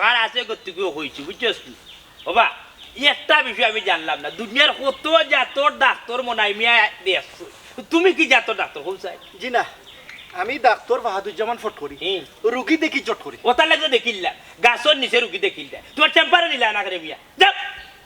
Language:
Sylheti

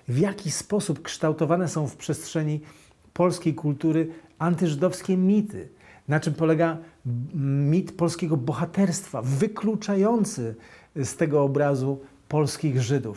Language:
Polish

